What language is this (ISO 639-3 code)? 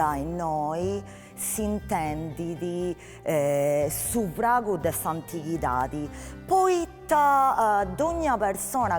srd